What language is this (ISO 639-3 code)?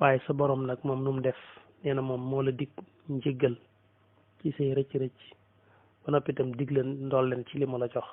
wol